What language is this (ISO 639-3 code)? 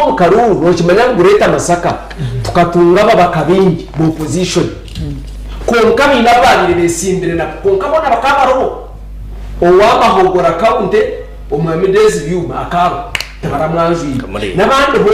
nyn